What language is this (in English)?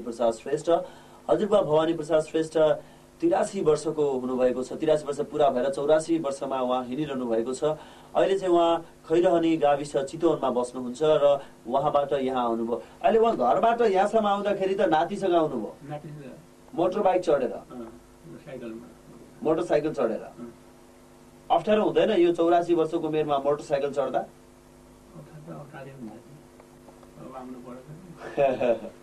Nepali